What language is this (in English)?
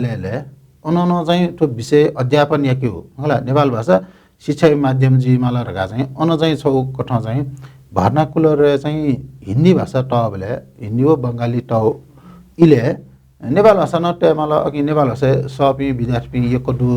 Newari